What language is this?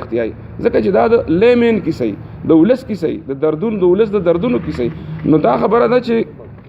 Pashto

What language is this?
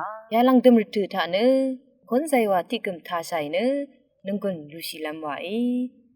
Rawang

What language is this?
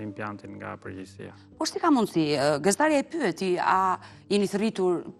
Albanian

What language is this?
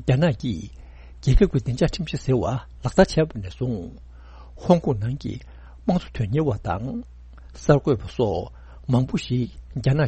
Tibetan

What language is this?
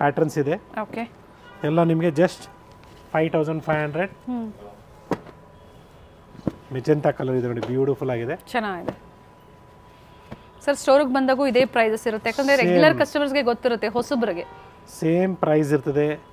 Kannada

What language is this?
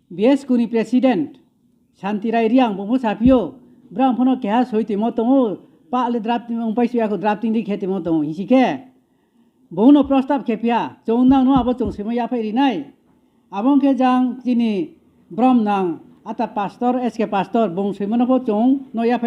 Riang (India)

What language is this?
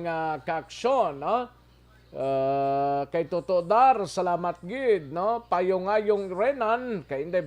Hiligaynon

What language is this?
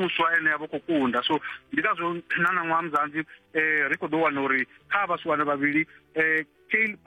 Venda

